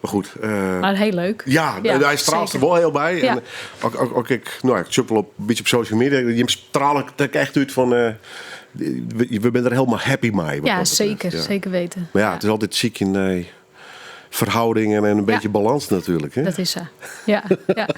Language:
Western Frisian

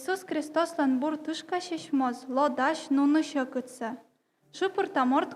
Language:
Komi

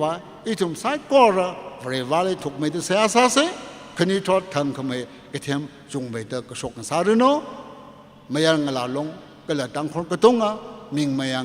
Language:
Tangkhul Naga (India)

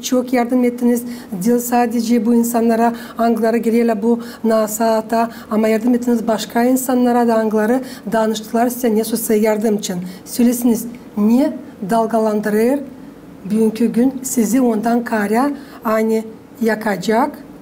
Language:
Gagauz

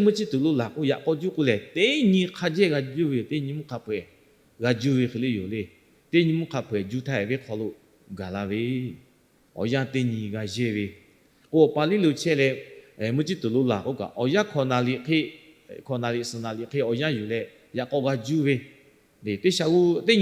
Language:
Lahu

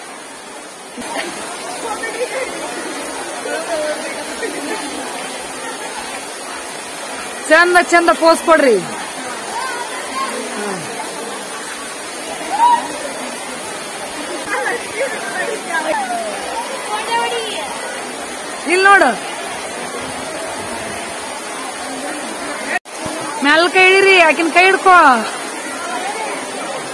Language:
Kannada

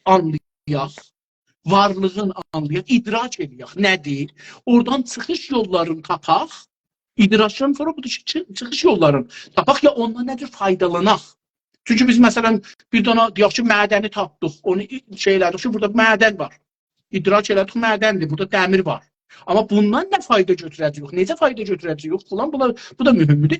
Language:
South Azerbaijani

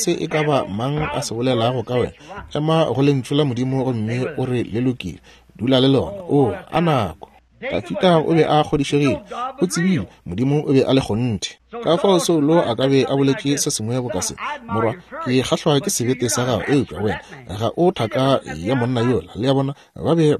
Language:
Northern Sotho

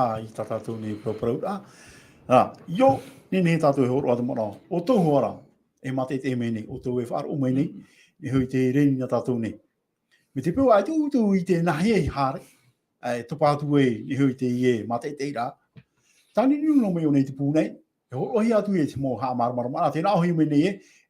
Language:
Tahitian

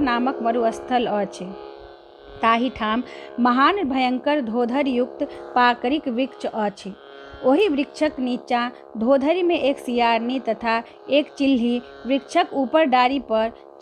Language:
Maithili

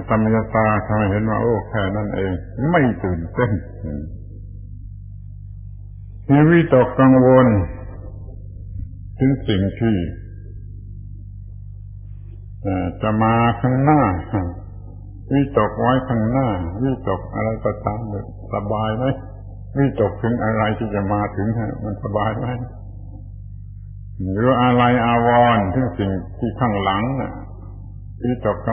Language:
Thai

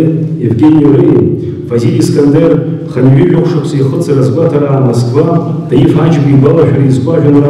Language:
Abkhazian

